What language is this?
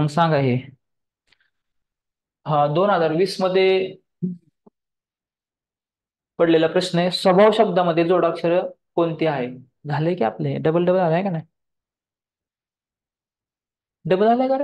Marathi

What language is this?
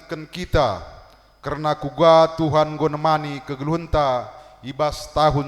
Batak Karo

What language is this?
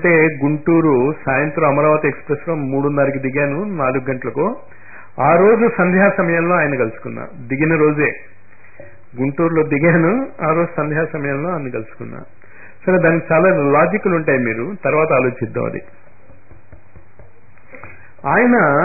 Telugu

